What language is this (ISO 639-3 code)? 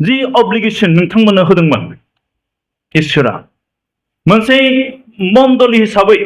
brx